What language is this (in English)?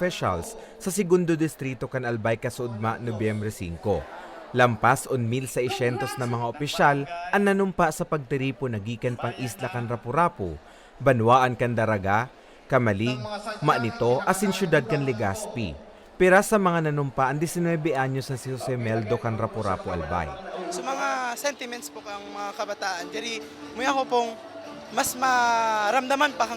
Bikol